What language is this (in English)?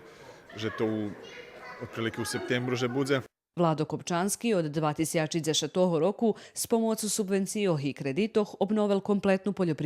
Rusyn